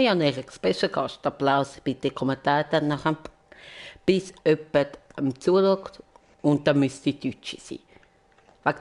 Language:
Swiss German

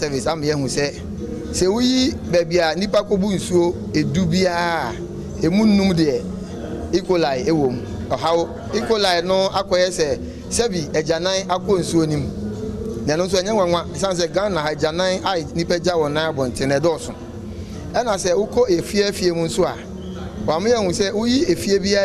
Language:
Akan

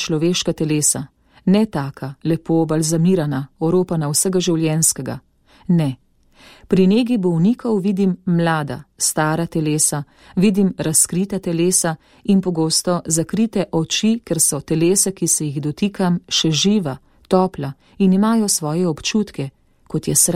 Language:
Slovenian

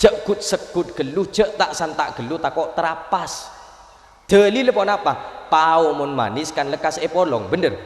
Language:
Madurese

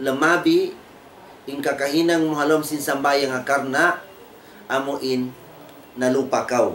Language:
Tausug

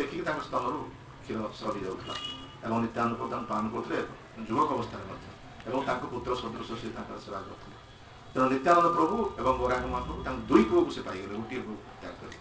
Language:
Odia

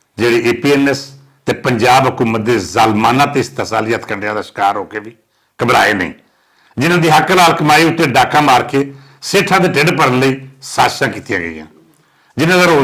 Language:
Western Panjabi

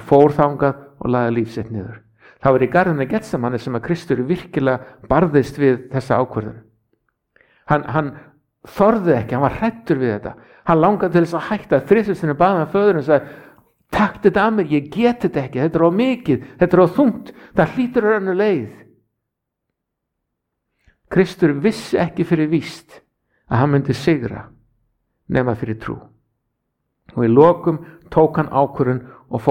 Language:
Icelandic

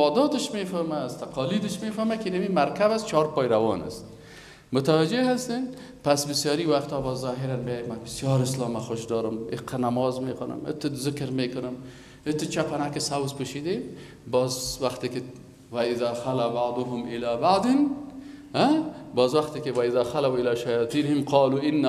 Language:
Persian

